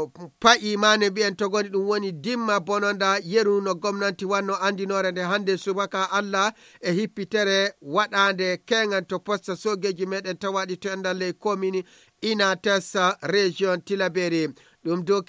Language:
Nigerian Fulfulde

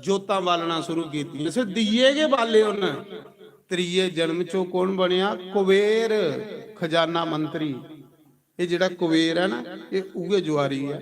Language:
Dogri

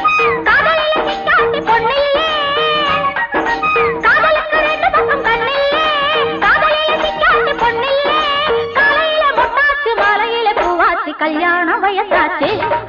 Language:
Tamil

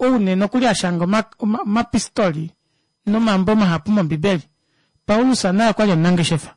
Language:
Kuanyama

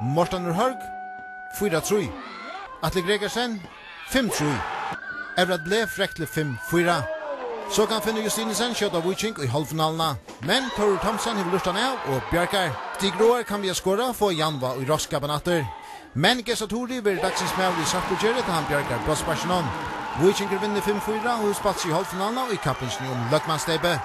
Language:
Faroese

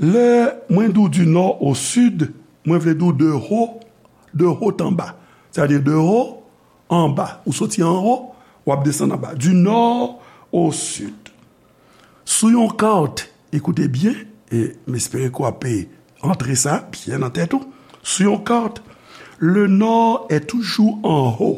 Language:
Haitian Creole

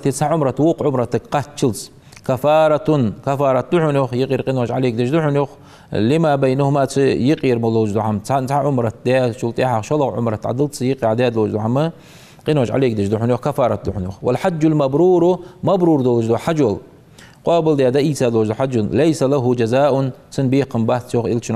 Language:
Ingush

